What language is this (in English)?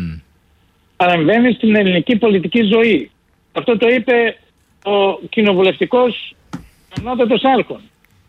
Greek